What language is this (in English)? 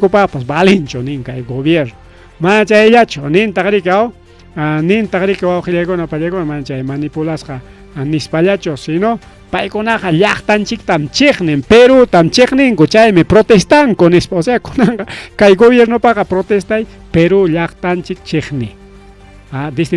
Ayacucho Quechua